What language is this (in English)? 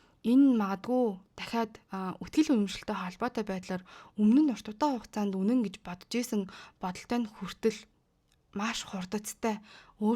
Mongolian